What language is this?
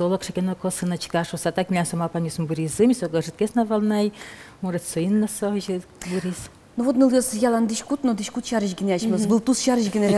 Udmurt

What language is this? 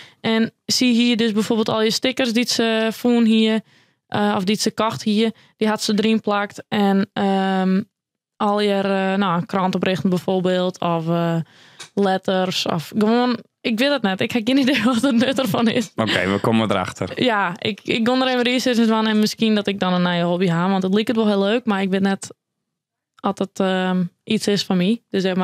Western Frisian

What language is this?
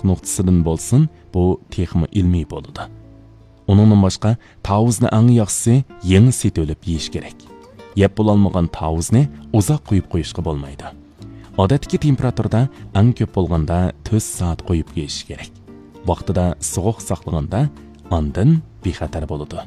Uyghur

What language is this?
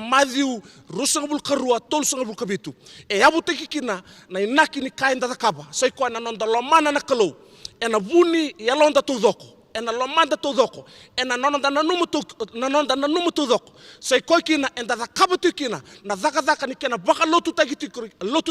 Fijian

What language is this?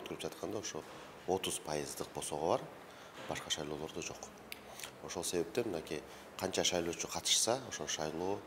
Kyrgyz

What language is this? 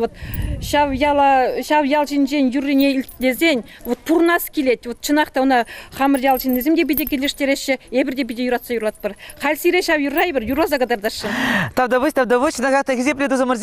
Chuvash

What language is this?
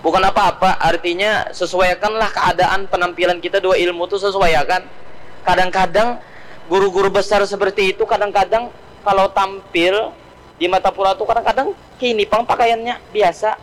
Banjar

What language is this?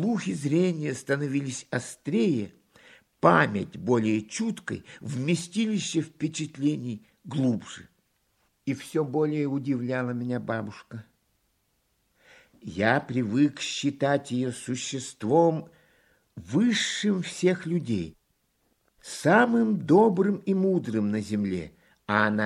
Russian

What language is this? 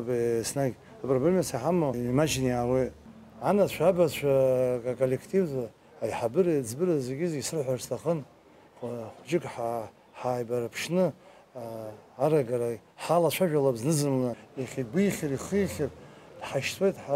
Abkhazian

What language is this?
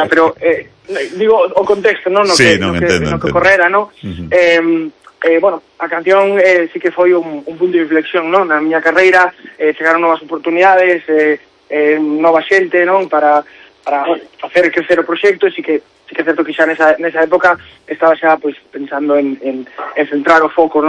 Galician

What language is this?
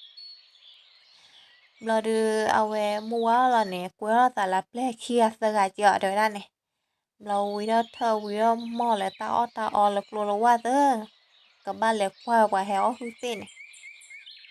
S'gaw Karen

